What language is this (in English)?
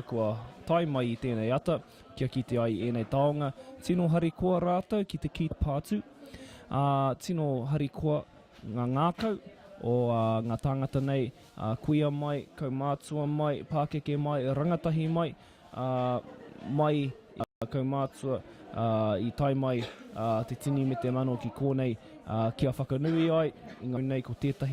Māori